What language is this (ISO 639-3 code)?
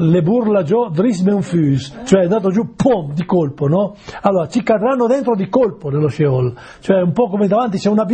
ita